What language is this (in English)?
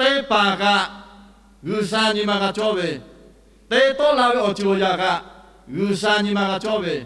Lahu